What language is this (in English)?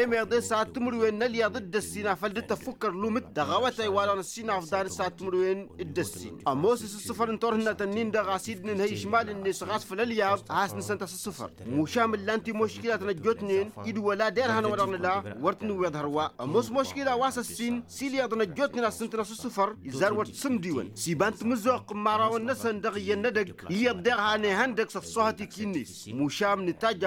Tamasheq